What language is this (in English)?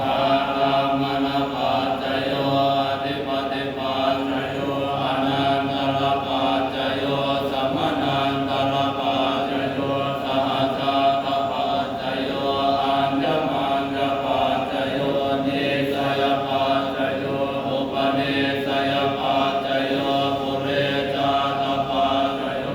Pali